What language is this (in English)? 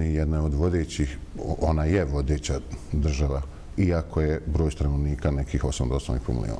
Bosnian